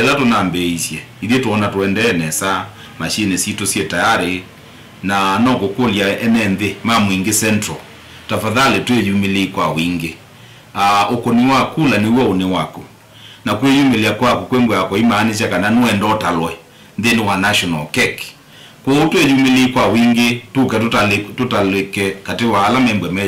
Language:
Kamba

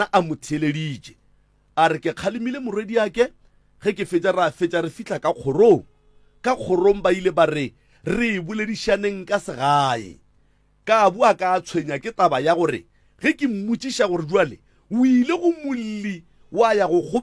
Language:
Northern Sotho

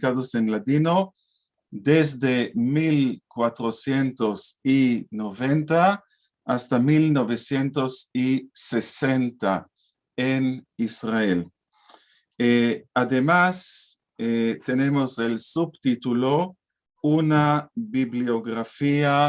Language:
Ladino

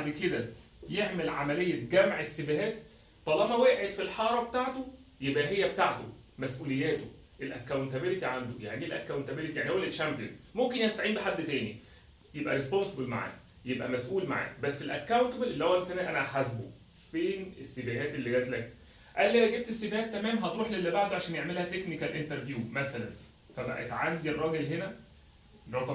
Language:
Egyptian Arabic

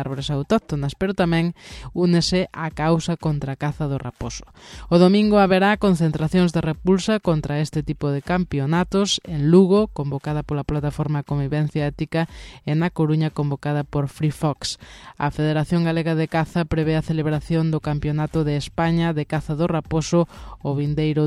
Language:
Galician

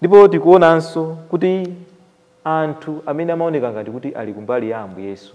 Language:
Nyanja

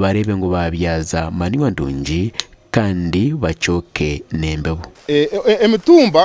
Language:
Nyankole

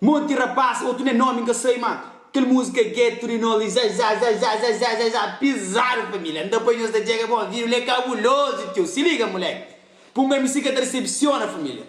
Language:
Kabuverdianu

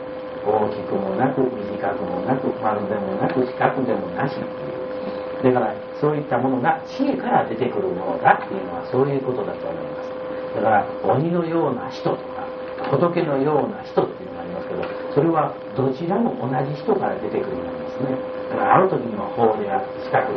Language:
Japanese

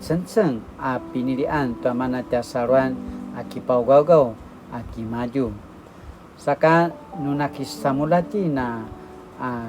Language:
Paiwan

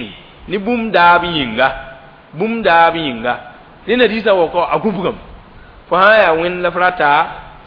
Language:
Mossi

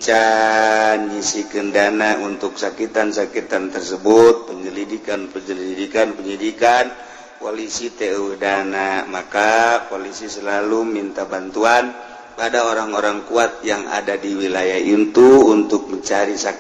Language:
Sundanese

